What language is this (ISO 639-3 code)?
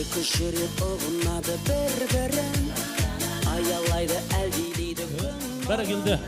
kaa